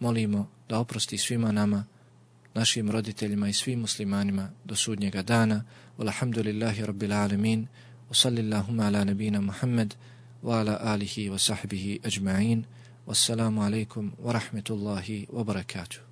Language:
Bosnian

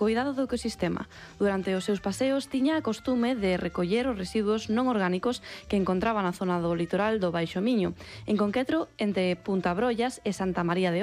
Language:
Galician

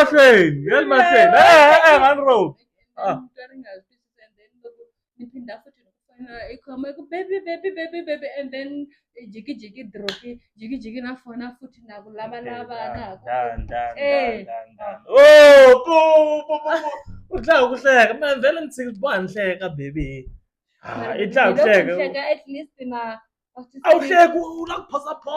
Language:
Tsonga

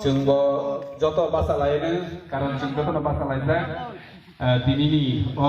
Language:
Kok Borok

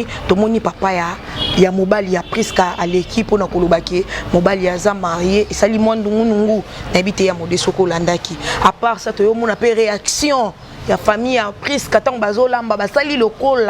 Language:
Lingala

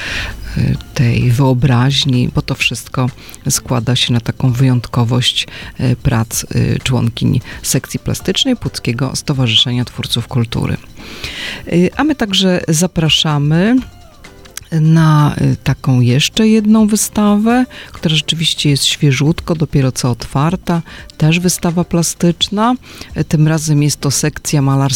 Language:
Polish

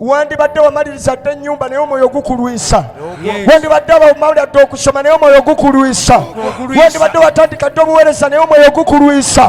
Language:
Ganda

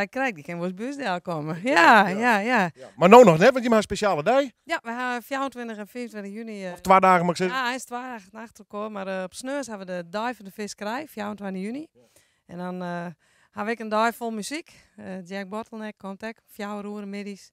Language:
Western Frisian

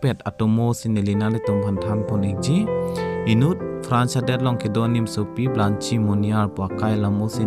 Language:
Karbi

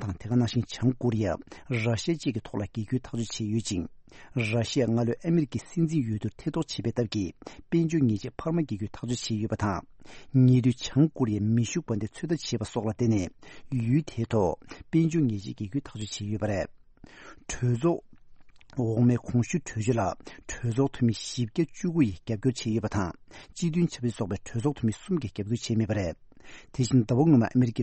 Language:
Tibetan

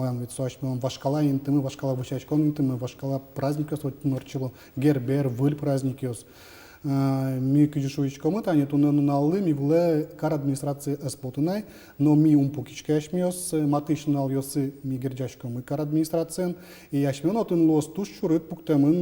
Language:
Udmurt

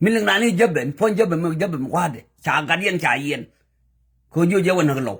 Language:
Nuer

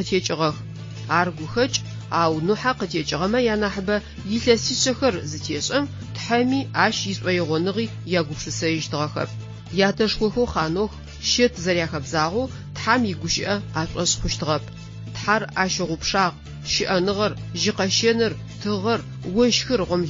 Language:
Adyghe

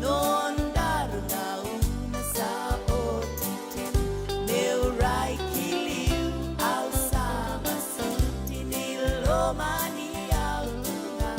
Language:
Fijian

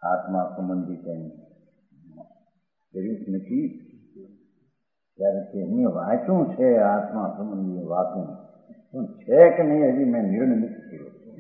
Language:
Gujarati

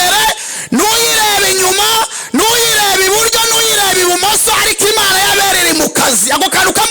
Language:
Kinyarwanda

